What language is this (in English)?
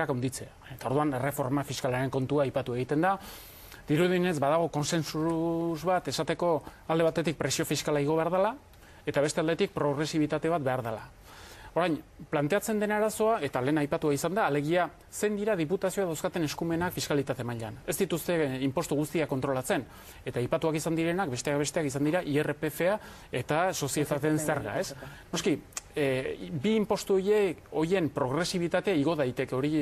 Basque